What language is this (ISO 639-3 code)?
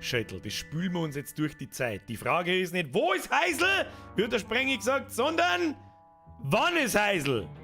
bar